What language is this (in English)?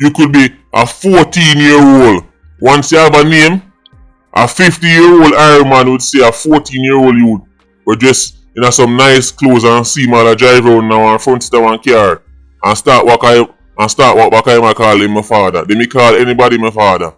Jamaican Creole English